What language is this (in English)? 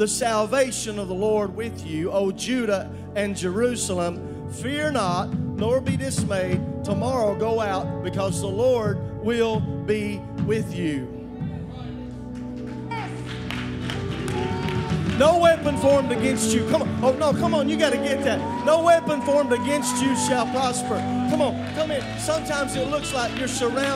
English